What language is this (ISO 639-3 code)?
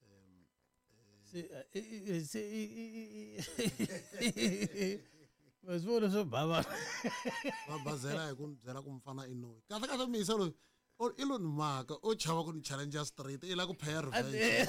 tso